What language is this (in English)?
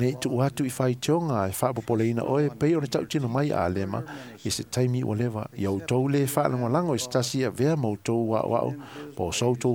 Samoan